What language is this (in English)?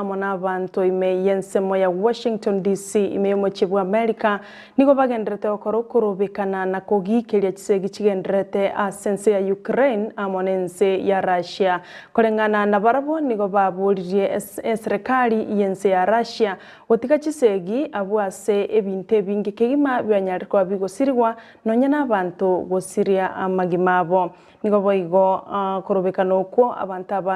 Gusii